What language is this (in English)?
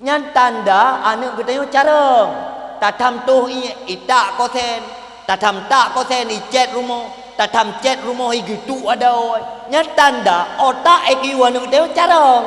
Achinese